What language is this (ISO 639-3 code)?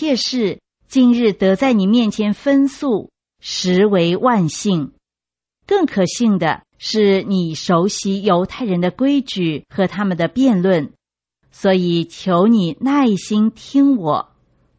zho